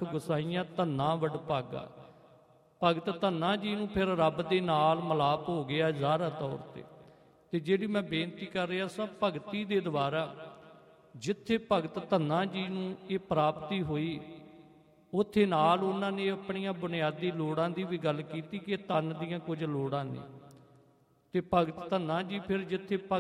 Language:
Punjabi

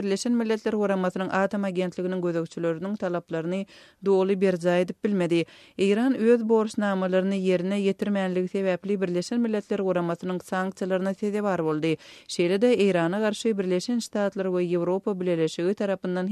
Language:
Turkmen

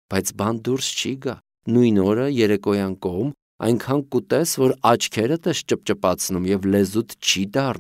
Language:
Armenian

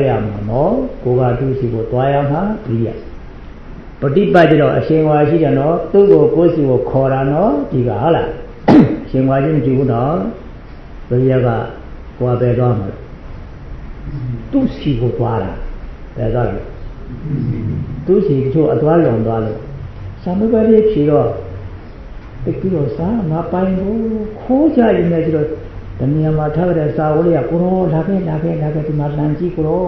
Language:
Burmese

